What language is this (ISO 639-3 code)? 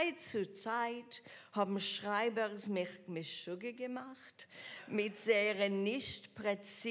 yid